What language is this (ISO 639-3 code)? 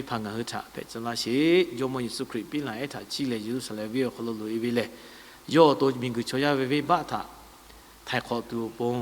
lhu